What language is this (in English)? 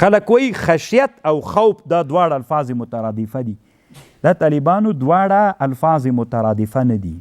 Pashto